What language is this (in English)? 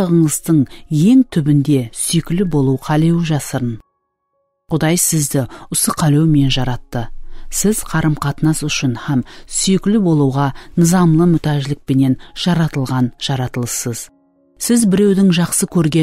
Kara-Kalpak